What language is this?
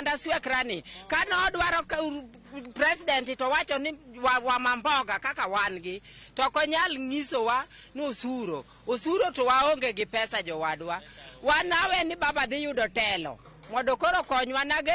Luo (Kenya and Tanzania)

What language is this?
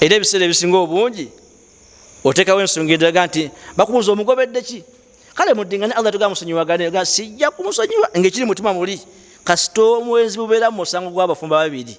Ganda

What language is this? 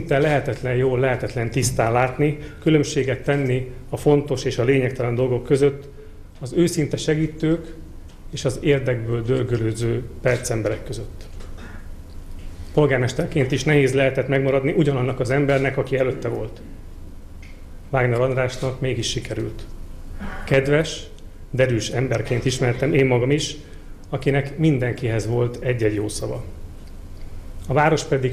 Hungarian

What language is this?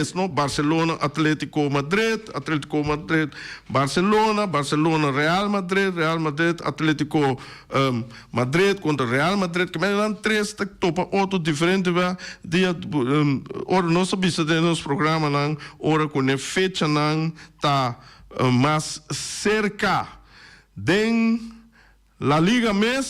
Papiamento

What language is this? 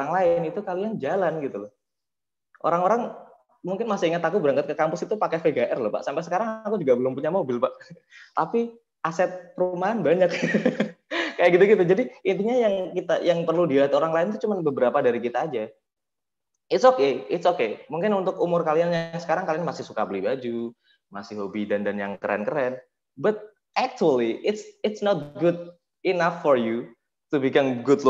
Indonesian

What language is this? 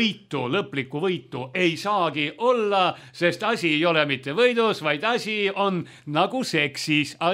Estonian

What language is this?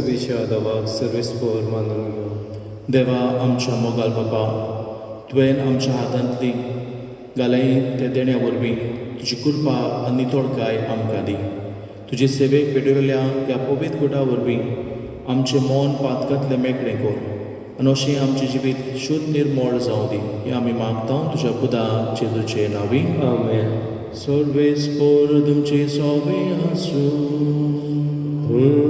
Konkani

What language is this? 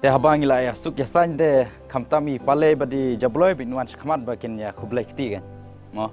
Khasi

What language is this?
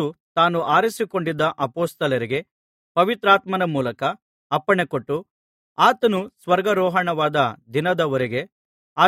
Kannada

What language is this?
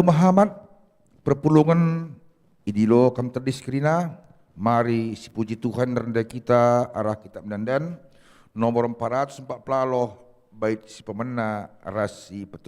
Batak Karo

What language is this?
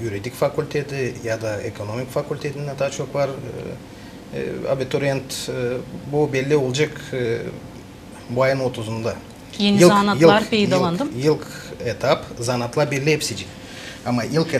Gagauz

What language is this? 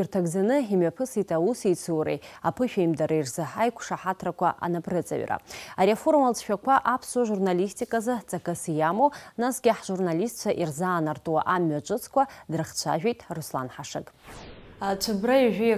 Abkhazian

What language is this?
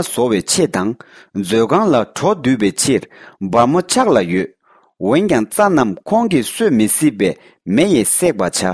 Tibetan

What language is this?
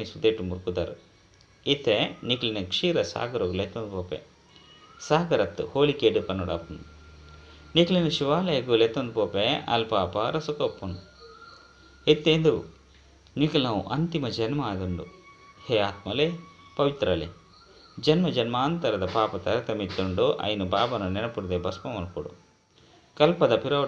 Tulu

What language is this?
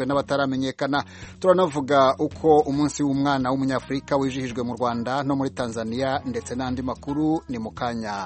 Kinyarwanda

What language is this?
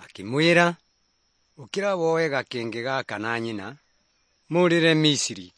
Kikuyu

